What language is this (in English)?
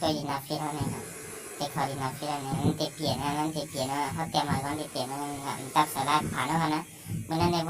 Shan